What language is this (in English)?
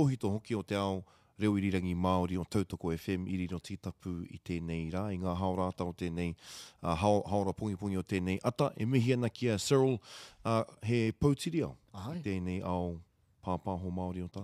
Māori